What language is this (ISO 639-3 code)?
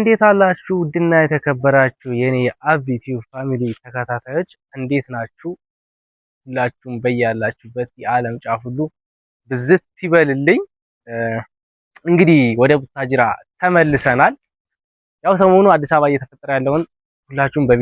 amh